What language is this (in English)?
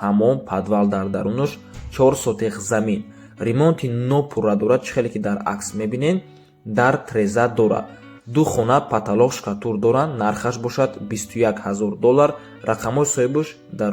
Tajik